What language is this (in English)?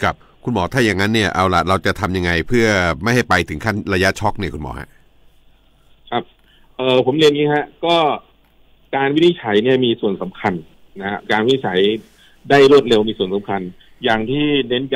Thai